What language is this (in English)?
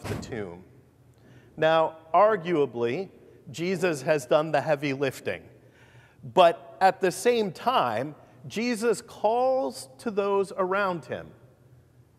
English